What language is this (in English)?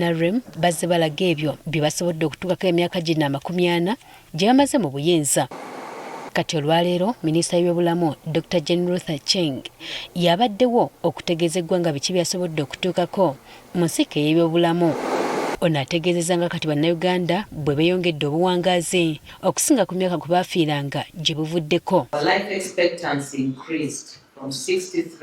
Ganda